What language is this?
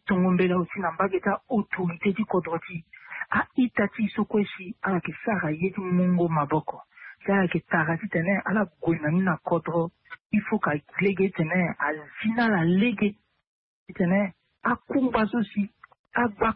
Sango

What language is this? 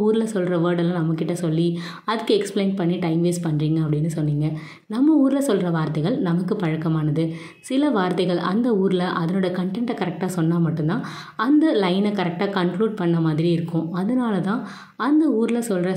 Tamil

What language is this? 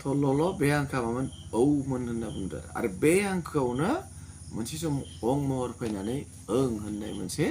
Bodo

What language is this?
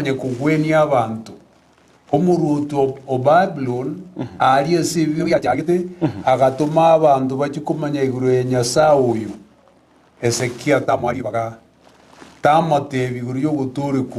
Gusii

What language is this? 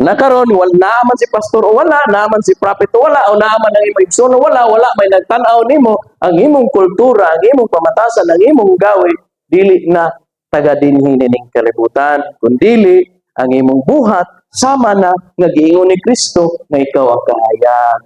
Cebuano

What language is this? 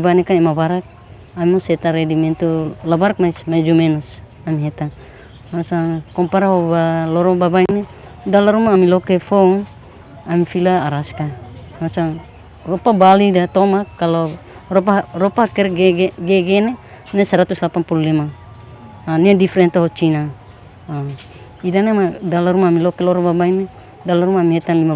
Tetum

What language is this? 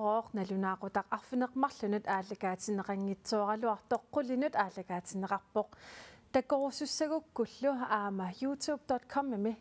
Kalaallisut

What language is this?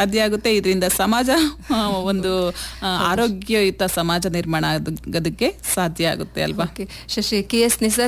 Kannada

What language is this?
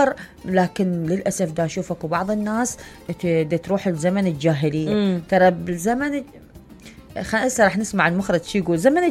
Mesopotamian Arabic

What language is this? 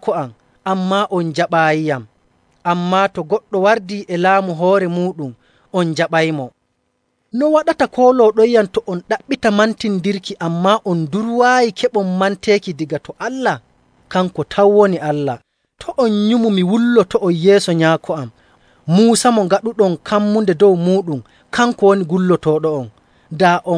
Nigerian Fulfulde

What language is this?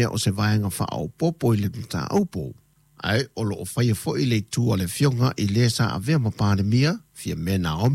Samoan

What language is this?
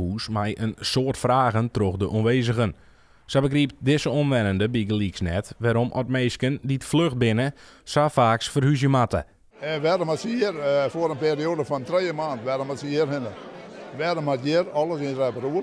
Western Frisian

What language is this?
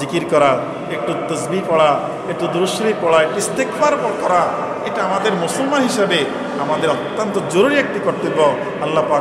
Bangla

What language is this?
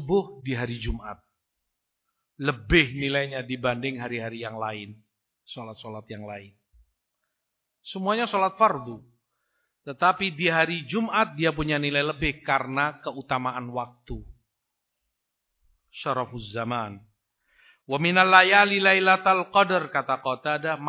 Indonesian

